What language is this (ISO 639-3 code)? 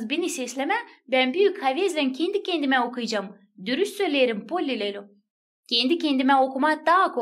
gag